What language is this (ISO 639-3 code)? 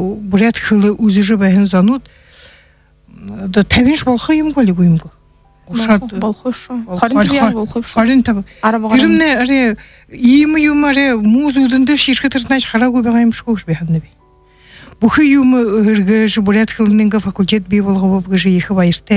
bua